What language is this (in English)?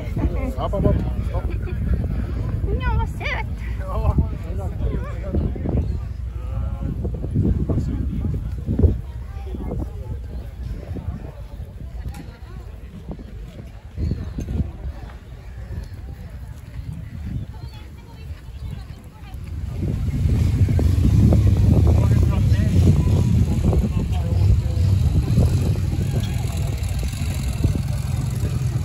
Swedish